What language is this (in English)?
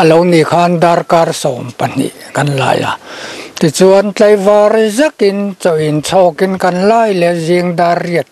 Mizo